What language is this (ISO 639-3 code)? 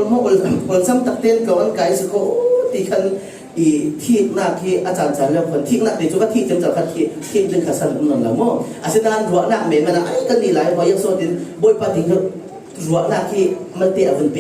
cfm